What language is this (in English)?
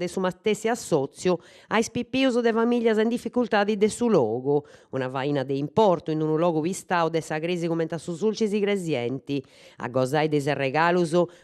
Sardinian